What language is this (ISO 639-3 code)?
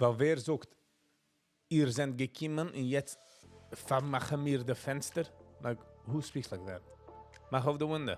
yid